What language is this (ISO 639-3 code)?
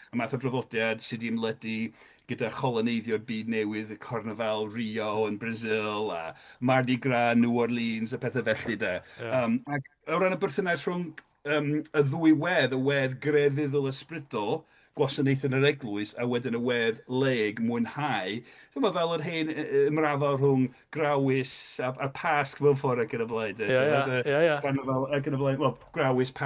cym